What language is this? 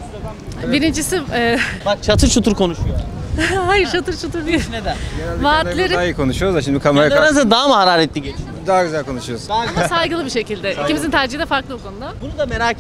Turkish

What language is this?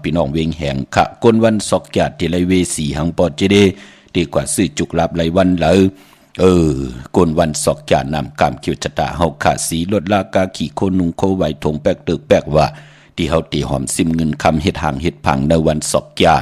Shan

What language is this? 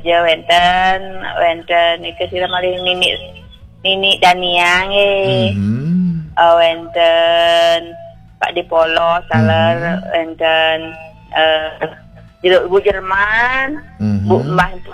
Balinese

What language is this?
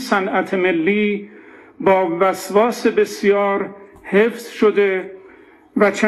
Persian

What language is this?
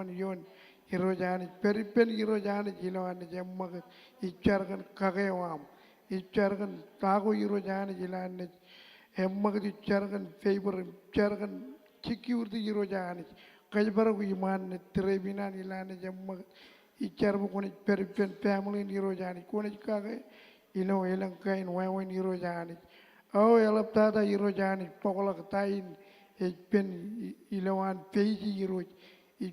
Marshallese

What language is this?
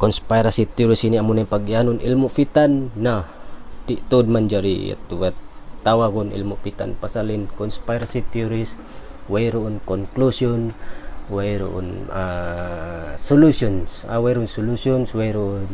Tausug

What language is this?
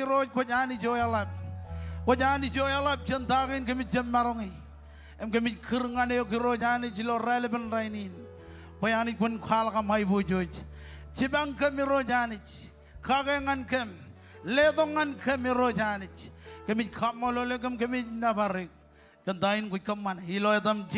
Marshallese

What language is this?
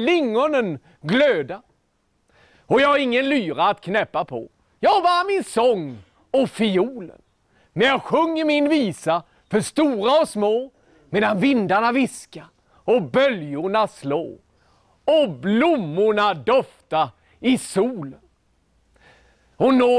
Swedish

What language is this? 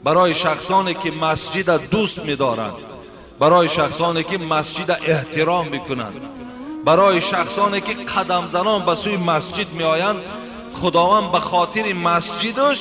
Tajik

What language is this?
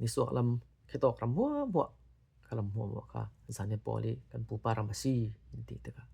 Falam Chin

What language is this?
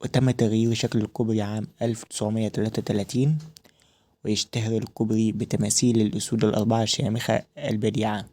Egyptian Arabic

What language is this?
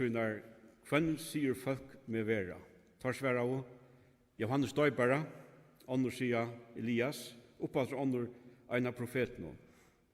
Faroese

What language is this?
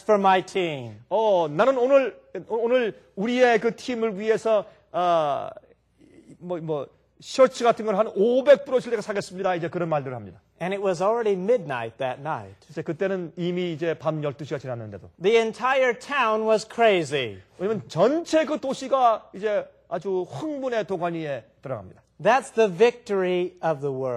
Korean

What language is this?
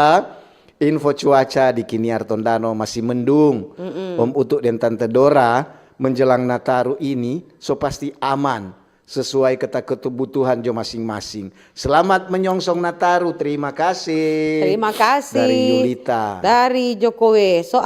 Manado Malay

